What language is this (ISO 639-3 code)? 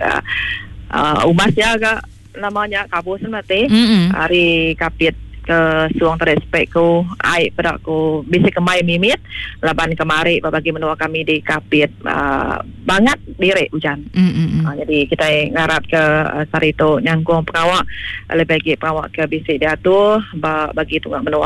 iba